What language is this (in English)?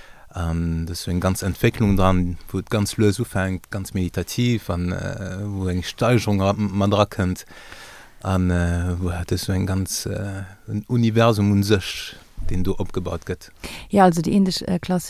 Luxembourgish